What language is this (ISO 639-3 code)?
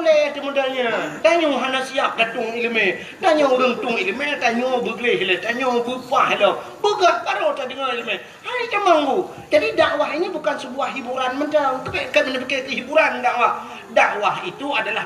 ace